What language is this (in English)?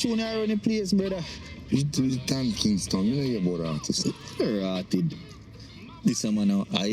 Jamaican Creole English